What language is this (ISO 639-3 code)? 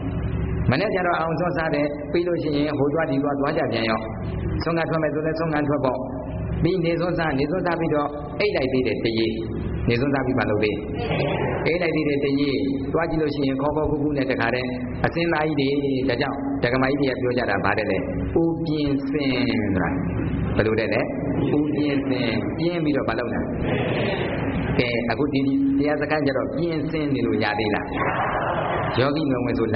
mya